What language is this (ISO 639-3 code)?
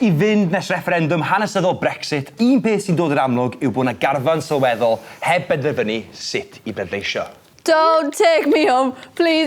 cym